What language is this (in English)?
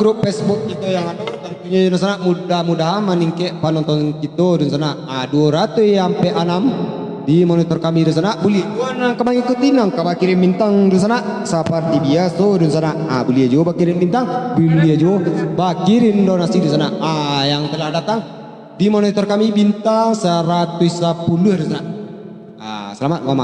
Minangkabau